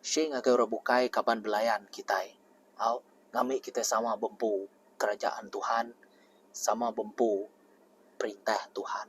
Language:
Iban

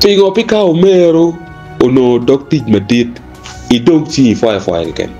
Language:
Acoli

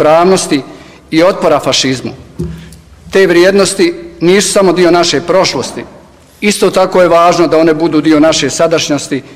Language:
Bosnian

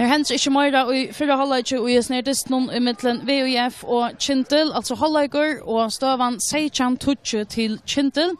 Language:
Faroese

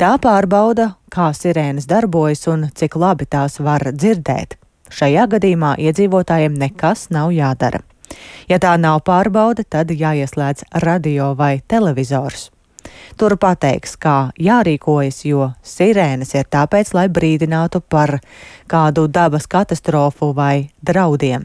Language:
Latvian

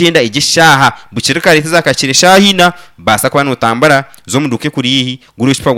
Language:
Nyankole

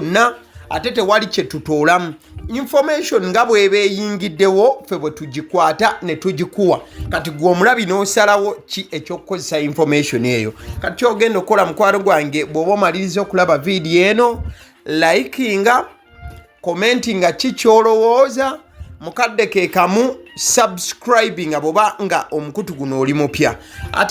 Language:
Ganda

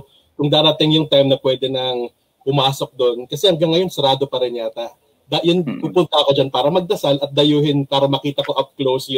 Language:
Filipino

